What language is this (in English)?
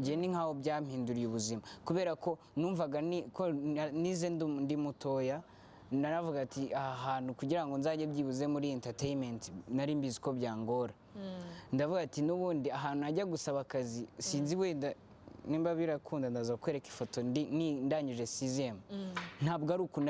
Kinyarwanda